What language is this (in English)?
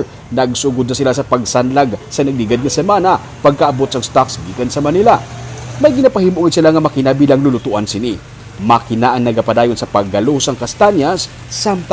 Hiligaynon